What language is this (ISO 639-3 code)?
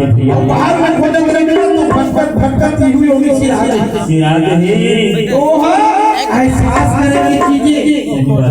hne